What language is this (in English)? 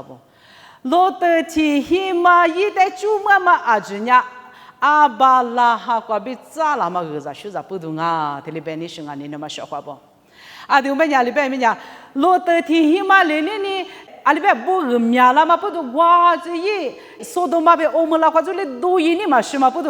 Lisu